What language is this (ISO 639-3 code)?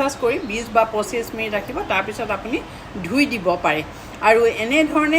asm